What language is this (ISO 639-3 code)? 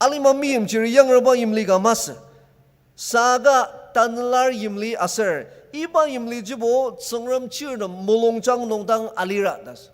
njo